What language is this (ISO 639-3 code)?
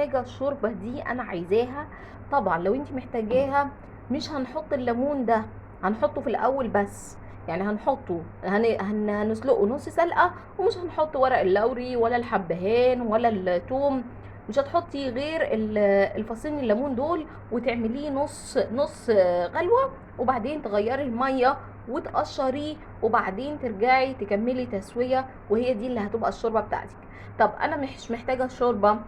arz